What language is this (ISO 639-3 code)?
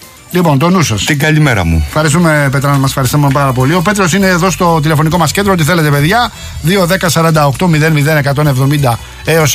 ell